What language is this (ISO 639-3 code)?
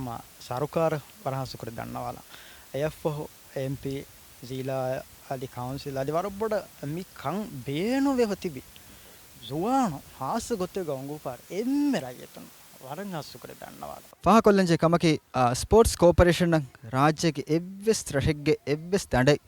div